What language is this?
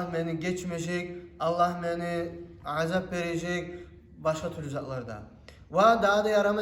Kumyk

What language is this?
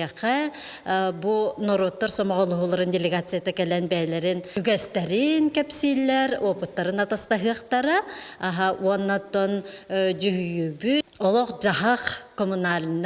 Yakut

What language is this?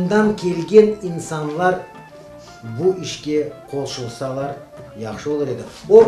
Crimean Tatar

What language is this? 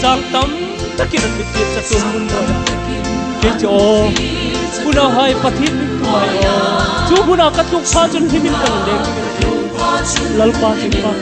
Hmar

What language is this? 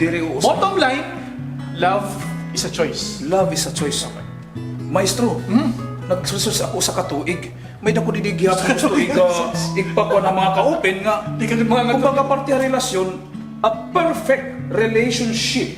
Waray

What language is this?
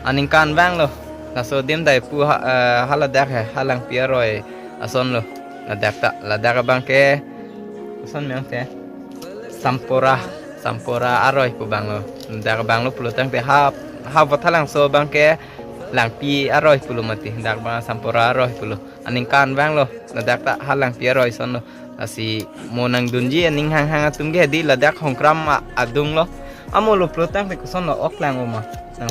Karbi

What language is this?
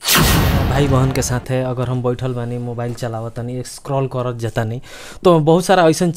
Bhojpuri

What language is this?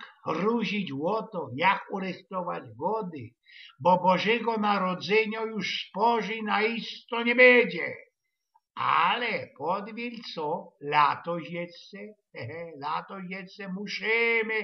Silesian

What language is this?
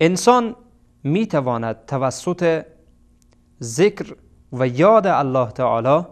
Persian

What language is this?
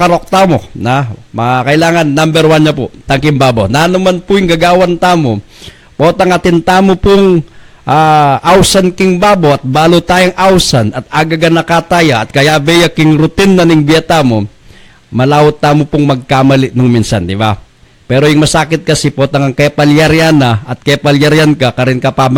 Pampanga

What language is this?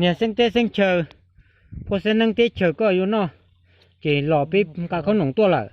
Hmong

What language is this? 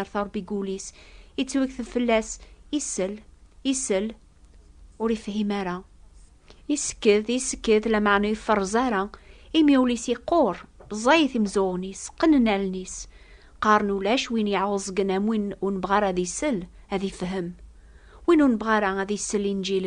Kabyle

